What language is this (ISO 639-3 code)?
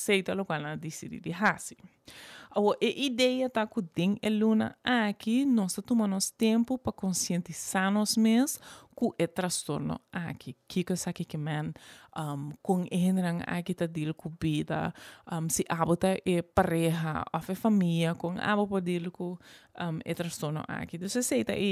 pap